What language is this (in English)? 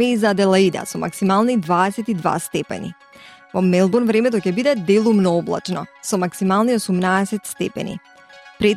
Macedonian